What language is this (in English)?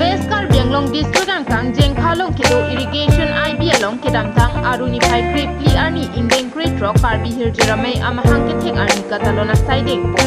Karbi